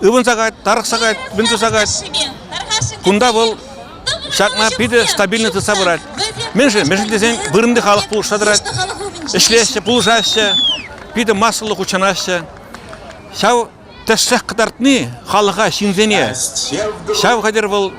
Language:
Chuvash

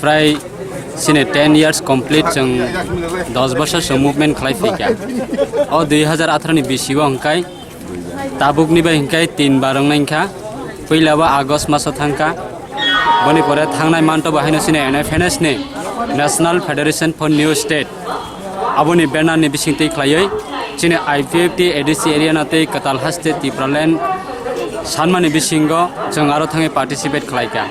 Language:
Kok Borok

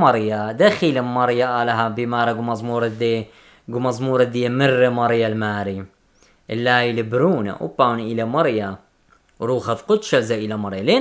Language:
Assyrian Neo-Aramaic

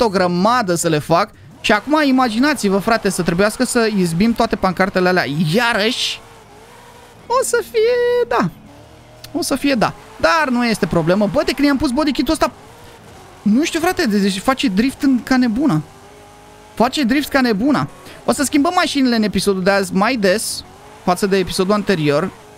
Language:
Romanian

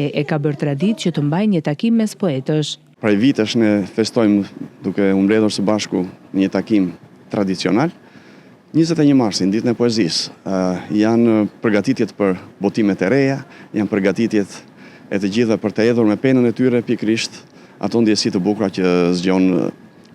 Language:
Albanian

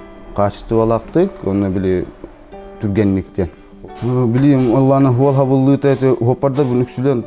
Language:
Yakut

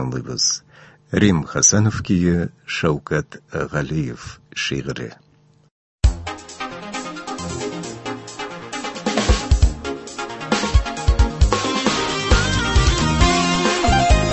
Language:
Tatar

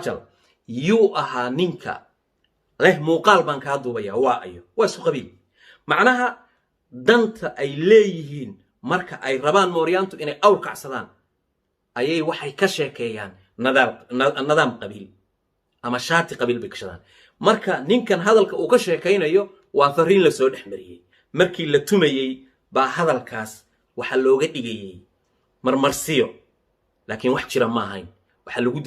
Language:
Somali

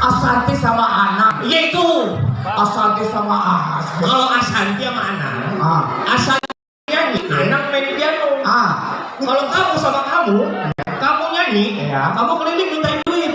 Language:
Betawi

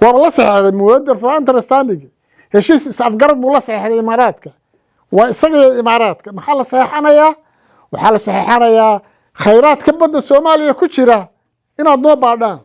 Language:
Somali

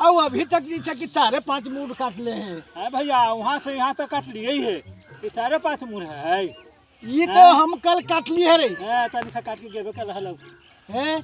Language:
Magahi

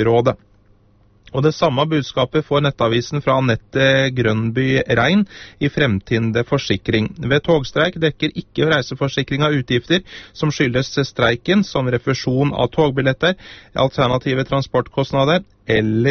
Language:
Norwegian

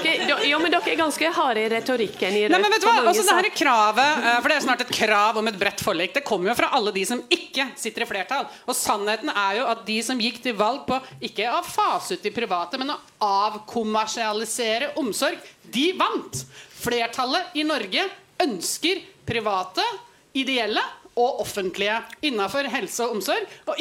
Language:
Norwegian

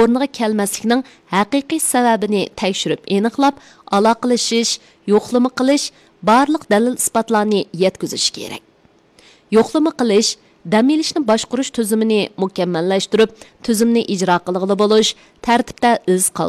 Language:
Uyghur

